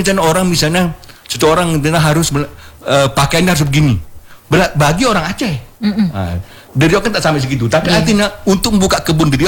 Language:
Indonesian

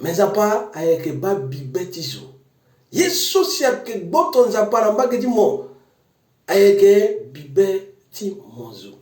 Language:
Sango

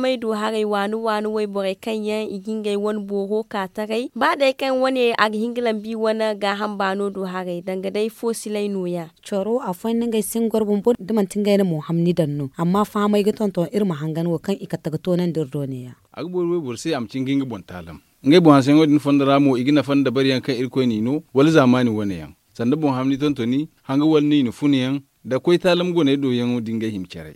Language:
Zarma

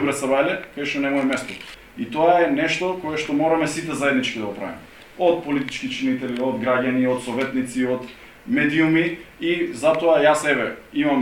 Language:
Macedonian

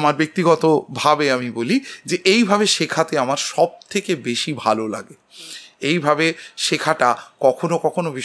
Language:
Bangla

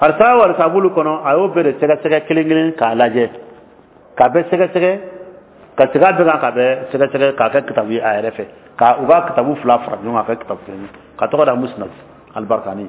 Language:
Dyula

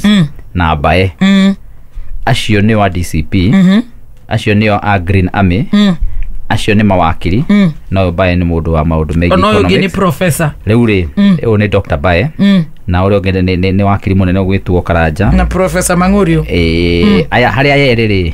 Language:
Kikuyu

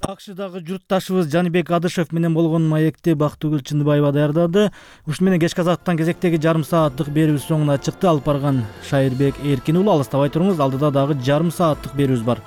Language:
Kyrgyz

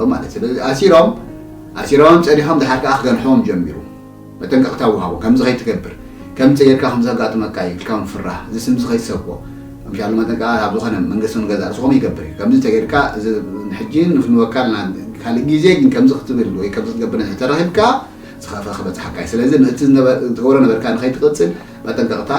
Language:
Tigrinya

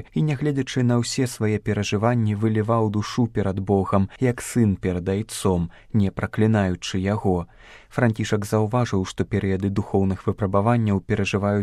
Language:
Belarusian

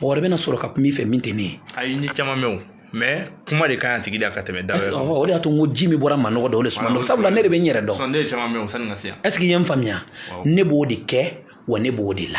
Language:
Bambara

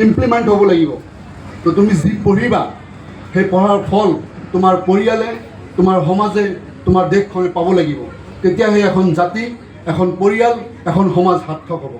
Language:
Assamese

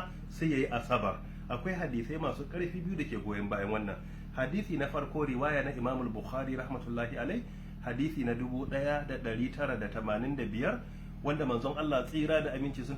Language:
Hausa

